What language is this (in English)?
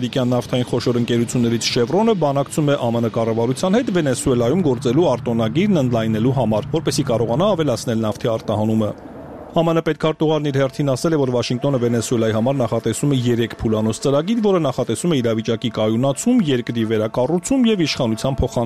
Armenian